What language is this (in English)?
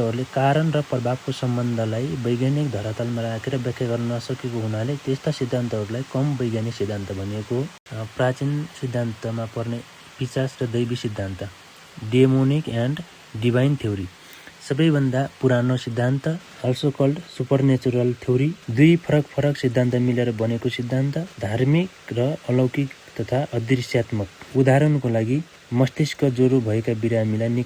Nepali